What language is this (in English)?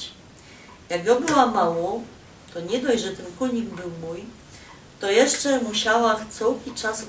Silesian